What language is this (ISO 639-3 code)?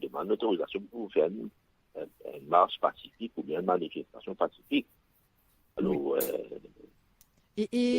mfe